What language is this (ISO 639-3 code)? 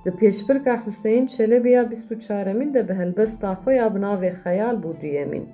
kur